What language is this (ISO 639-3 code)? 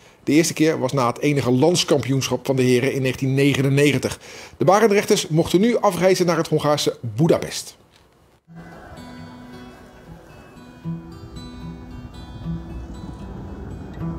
nld